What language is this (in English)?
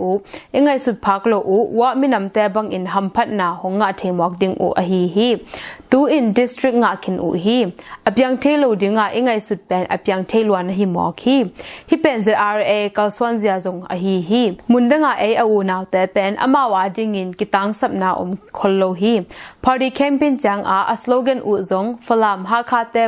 Tedim Chin